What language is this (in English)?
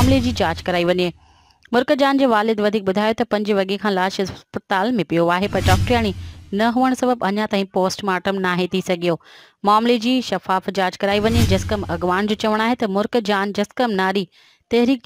Sindhi